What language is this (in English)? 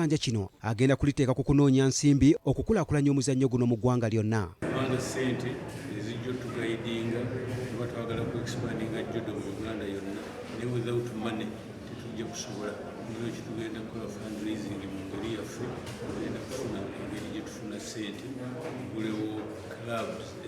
Ganda